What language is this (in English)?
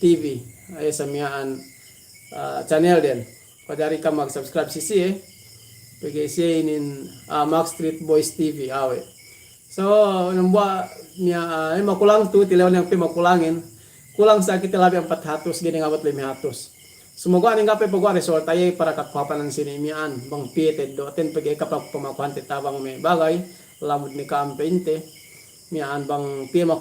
Yakan